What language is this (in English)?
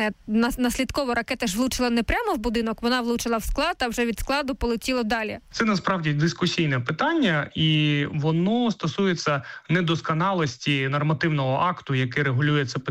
Ukrainian